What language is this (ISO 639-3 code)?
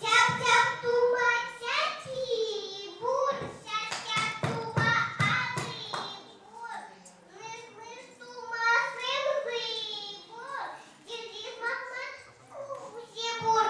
chv